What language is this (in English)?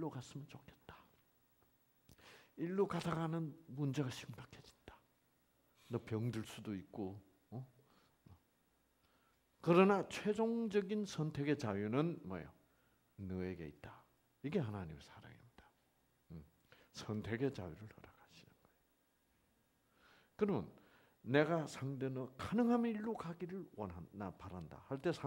Korean